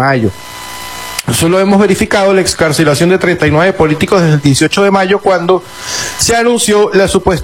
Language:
Spanish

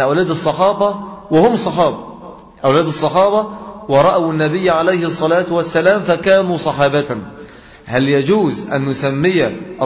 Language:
Arabic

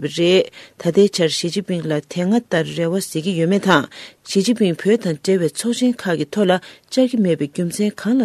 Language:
Tibetan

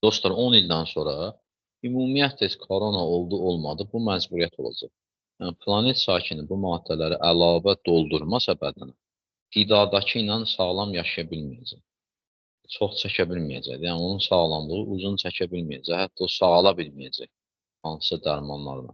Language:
Azerbaijani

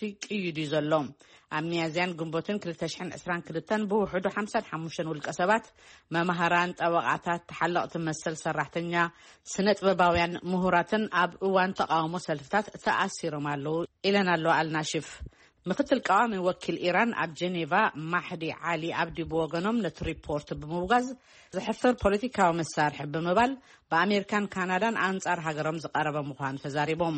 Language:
Tigrinya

